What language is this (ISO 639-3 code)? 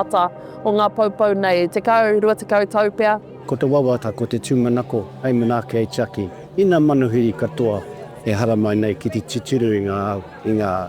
mri